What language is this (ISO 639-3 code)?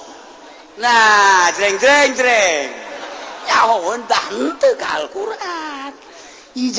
sun